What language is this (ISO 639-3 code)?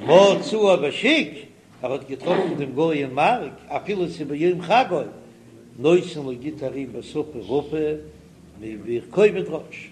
yid